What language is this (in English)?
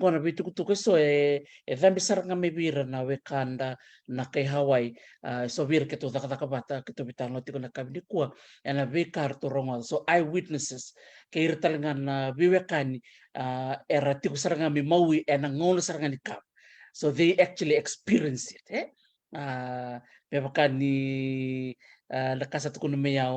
Fijian